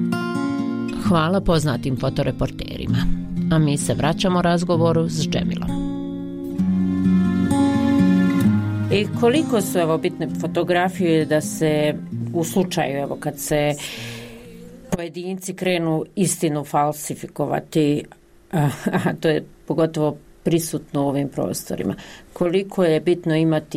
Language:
Bosnian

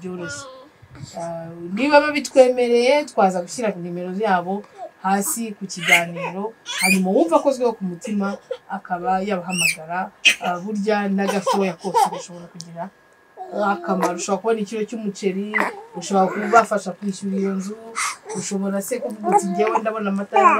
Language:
Kinyarwanda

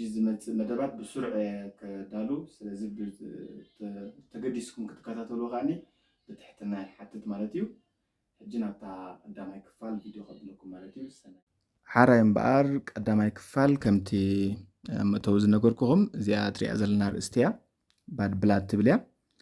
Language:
Tigrinya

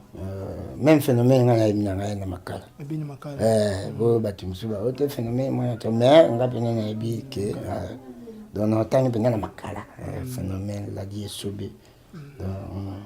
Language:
Lingala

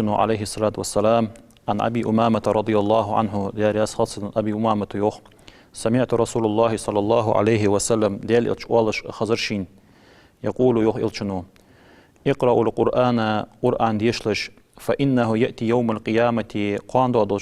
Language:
Ingush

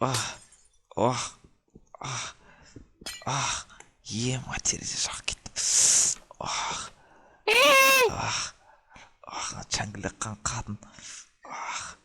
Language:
Kazakh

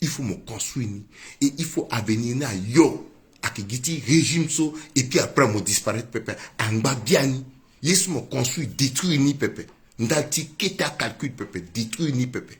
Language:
Sango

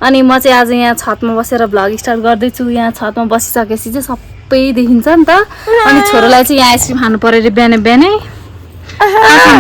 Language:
Nepali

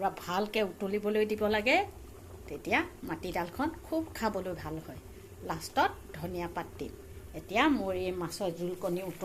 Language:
Assamese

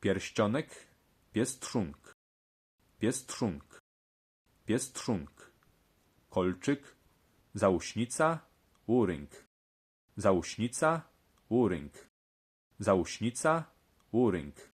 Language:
Kashubian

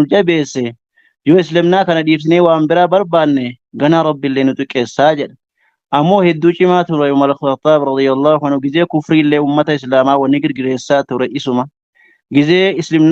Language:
Oromo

